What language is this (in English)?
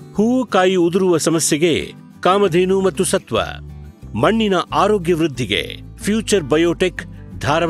Kannada